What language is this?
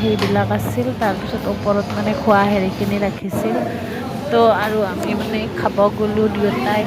Assamese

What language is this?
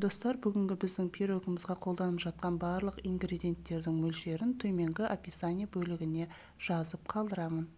Kazakh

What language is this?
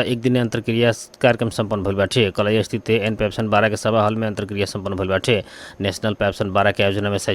Bhojpuri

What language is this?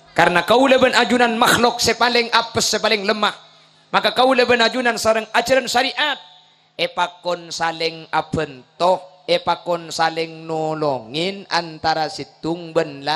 Madurese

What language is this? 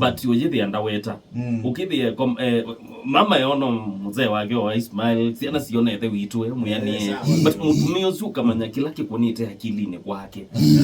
Kamba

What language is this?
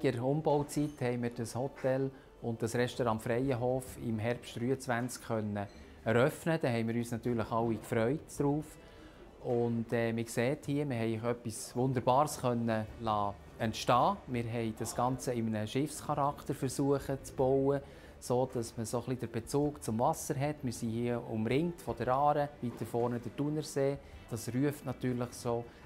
Swiss German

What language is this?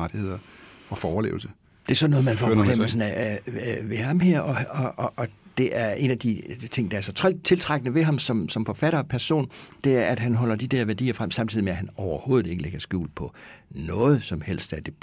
Danish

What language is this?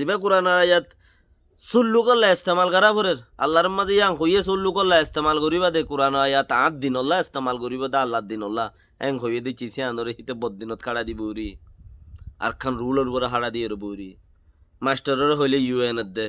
Rohingya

